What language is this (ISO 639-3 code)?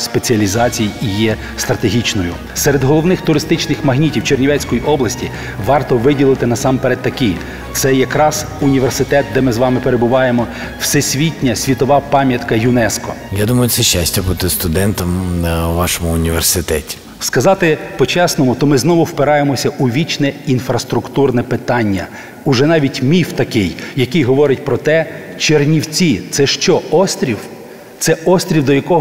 ukr